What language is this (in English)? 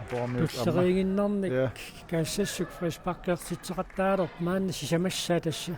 Kalaallisut